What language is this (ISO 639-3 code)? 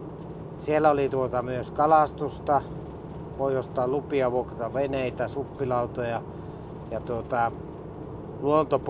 fin